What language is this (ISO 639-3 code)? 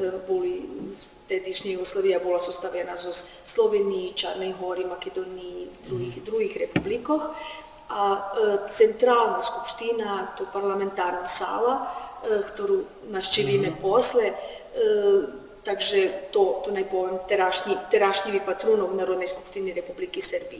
rue